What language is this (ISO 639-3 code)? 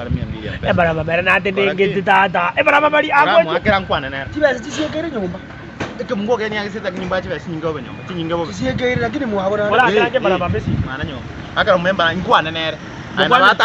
guz